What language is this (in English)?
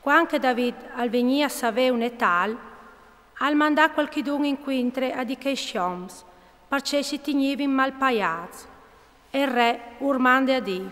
Friulian